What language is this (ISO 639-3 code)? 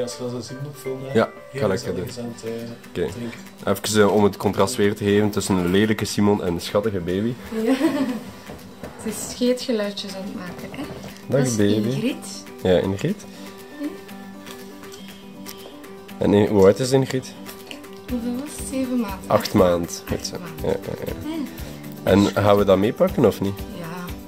nld